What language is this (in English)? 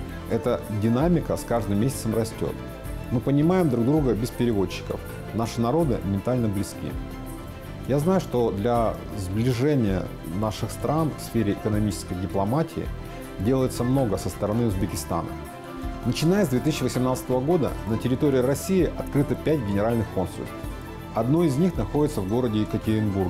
Russian